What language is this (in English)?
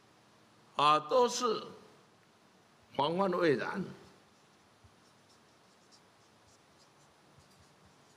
Chinese